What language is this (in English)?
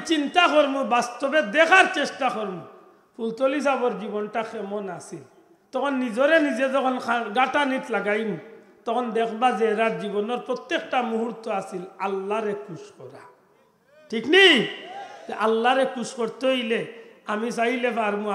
Sylheti